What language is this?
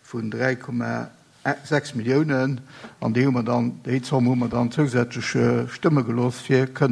Luxembourgish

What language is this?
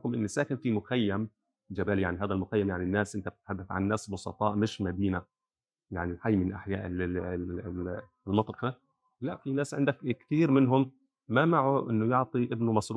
North Levantine Arabic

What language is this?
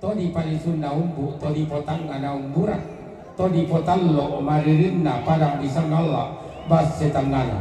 Toraja-Sa'dan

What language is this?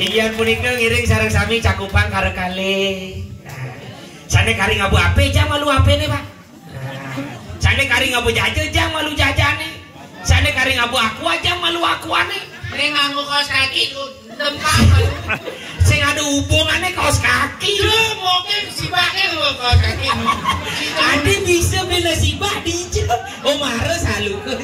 Balinese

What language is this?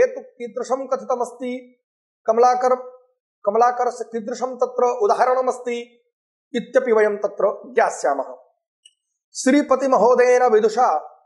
Sanskrit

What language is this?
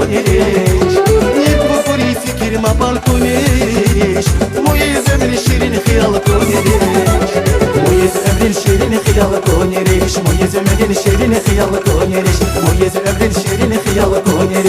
Tabassaran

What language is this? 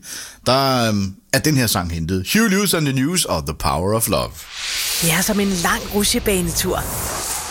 Danish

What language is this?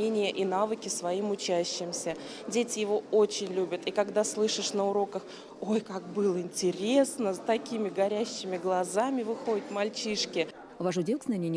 Erzya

